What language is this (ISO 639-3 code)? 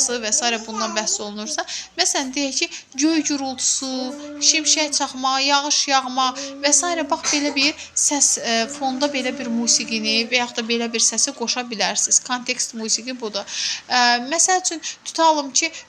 aze